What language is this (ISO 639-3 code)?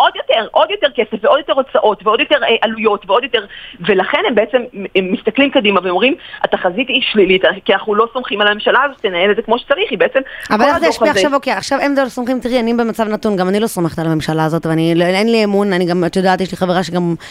heb